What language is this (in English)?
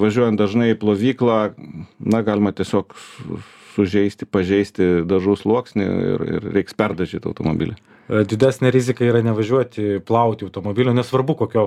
Lithuanian